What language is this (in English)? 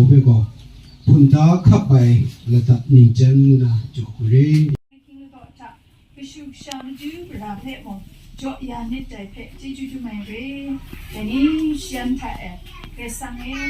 Kachin